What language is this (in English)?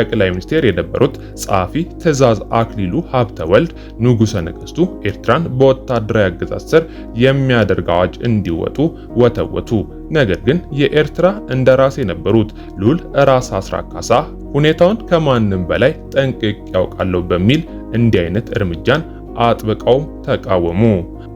Amharic